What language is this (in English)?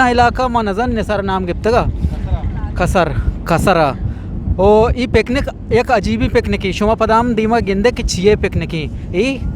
Eastern Balochi